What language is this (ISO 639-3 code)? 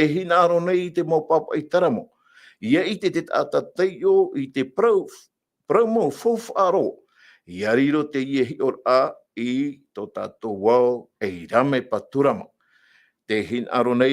tah